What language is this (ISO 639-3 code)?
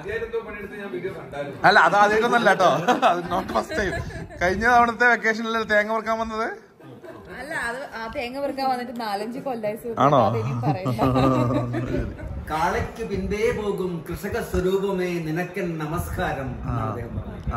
mal